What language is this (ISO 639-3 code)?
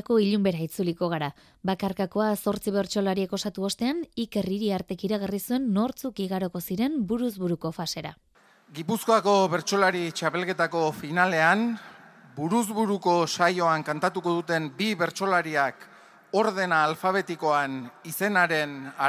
eus